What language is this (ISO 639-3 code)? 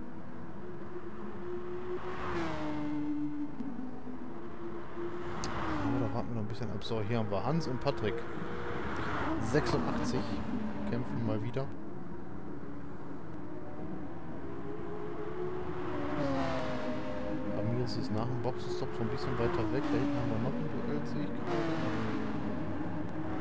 deu